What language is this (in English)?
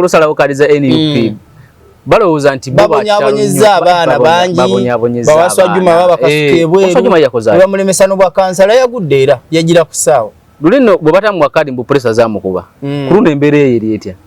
Ganda